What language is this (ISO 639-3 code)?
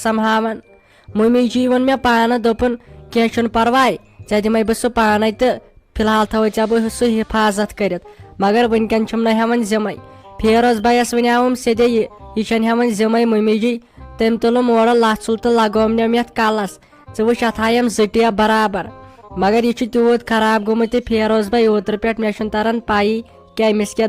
kas